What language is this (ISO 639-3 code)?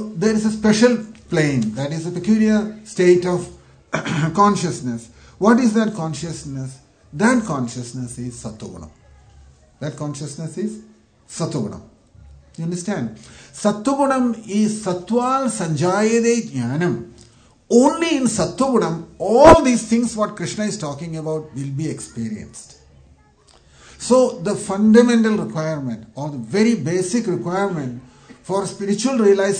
eng